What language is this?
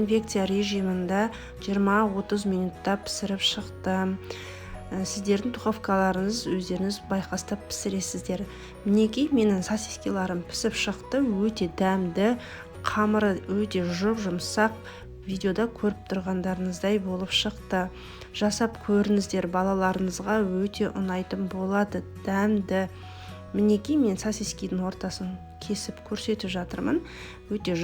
Kazakh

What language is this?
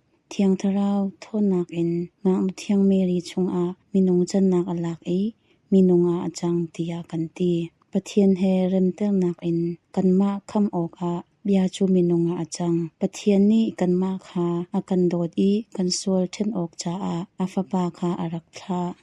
Hakha Chin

